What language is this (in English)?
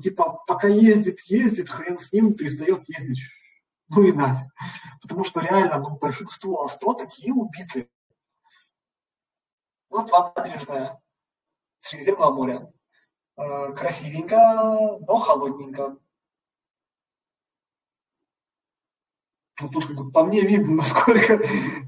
Russian